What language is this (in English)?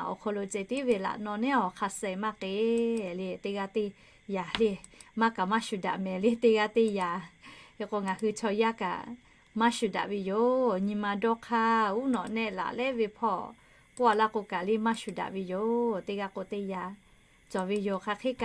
Lahu